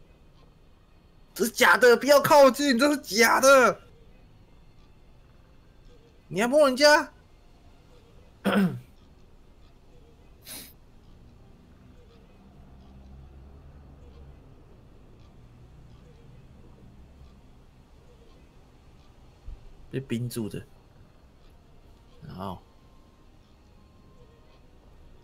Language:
Chinese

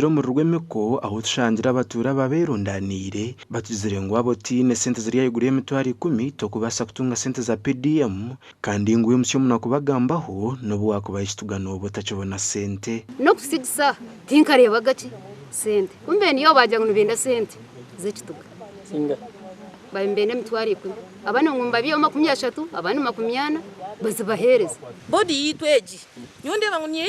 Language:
Nyankole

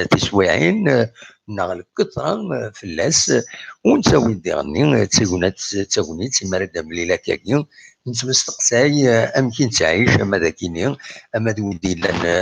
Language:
Kabyle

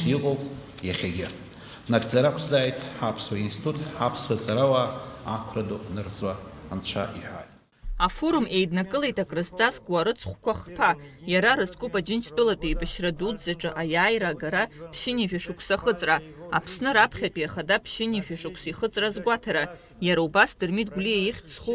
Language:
Abkhazian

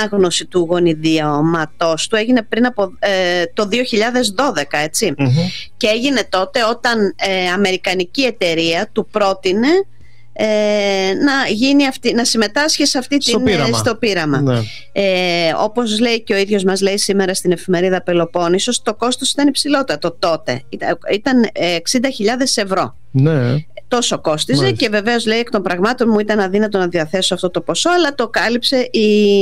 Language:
Greek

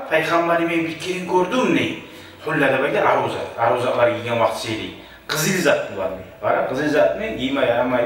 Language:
Kumyk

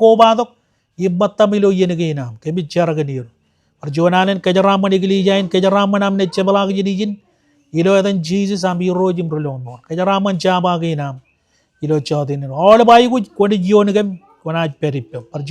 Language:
Marshallese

